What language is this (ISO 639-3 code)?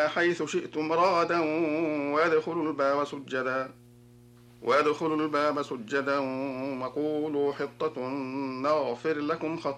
ara